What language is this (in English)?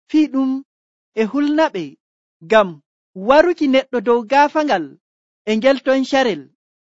Nigerian Fulfulde